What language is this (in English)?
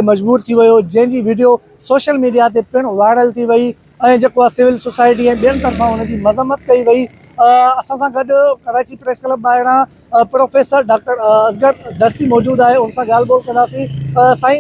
Sindhi